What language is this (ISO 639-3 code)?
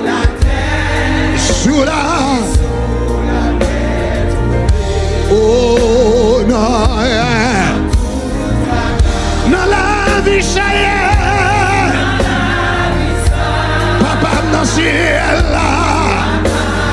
hat